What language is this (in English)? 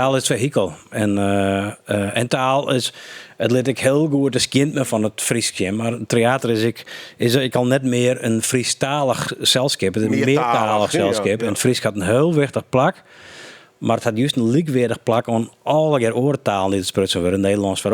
Western Frisian